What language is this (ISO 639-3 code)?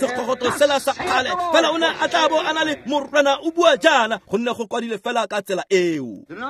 tsn